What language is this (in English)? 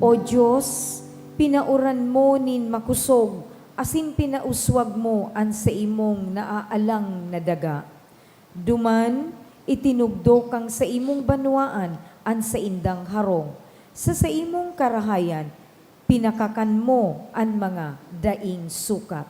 Bikol